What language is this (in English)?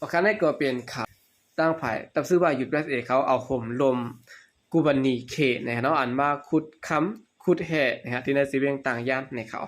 Shan